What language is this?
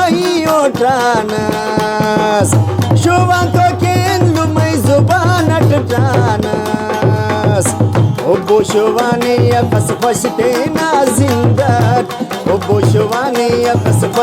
Brahui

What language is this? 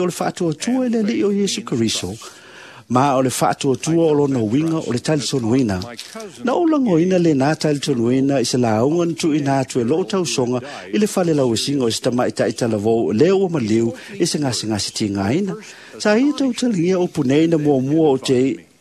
Samoan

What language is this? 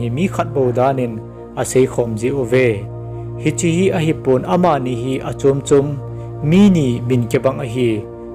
Thado Chin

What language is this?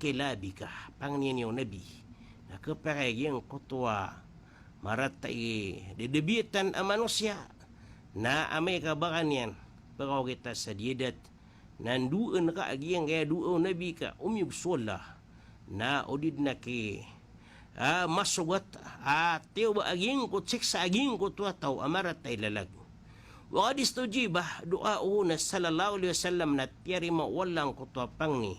Maranao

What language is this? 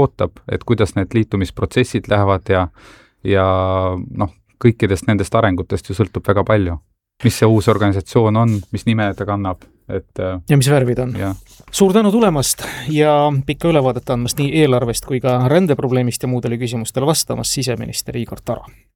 Estonian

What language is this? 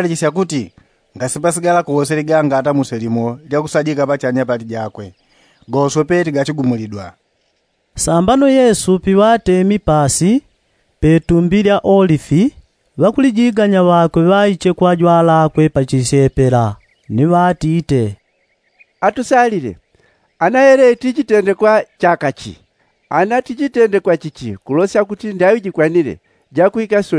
Yao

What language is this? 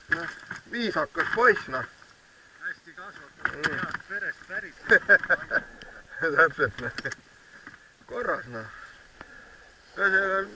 Estonian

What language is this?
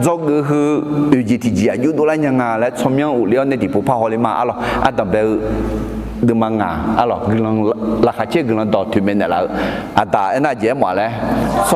Akha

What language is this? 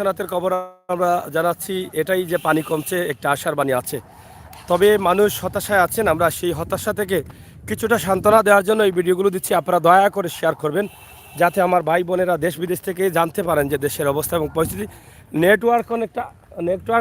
Sylheti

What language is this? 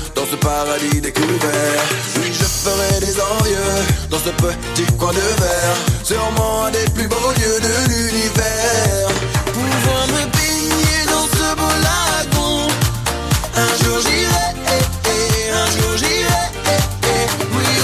French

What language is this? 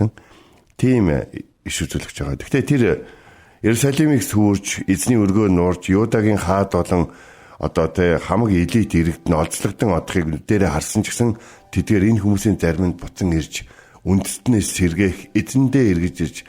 Mongolian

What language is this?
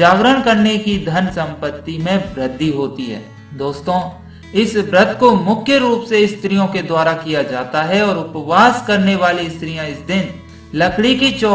Hindi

